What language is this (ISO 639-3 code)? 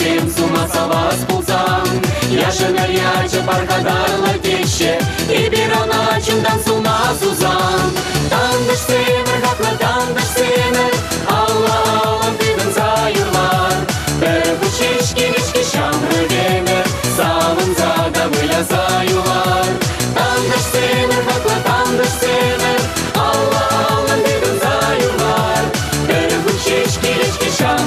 chv